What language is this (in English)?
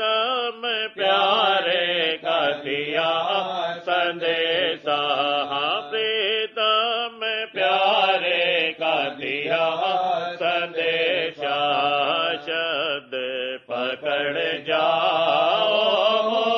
Hindi